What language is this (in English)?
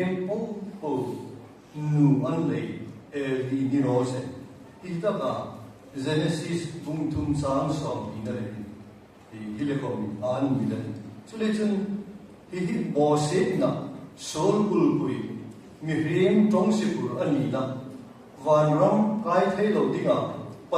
Hmar